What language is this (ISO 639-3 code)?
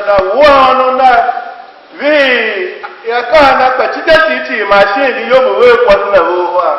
tiv